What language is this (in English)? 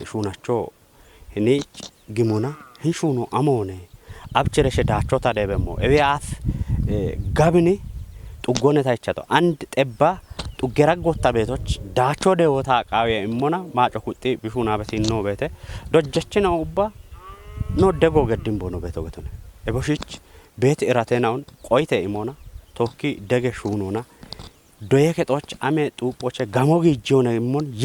Kafa